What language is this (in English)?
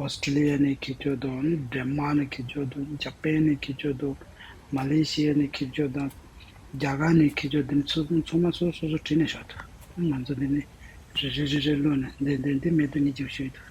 Tibetan